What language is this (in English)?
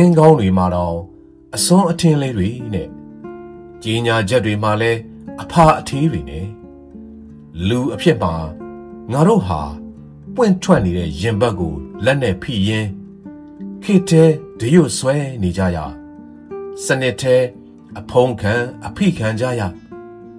Burmese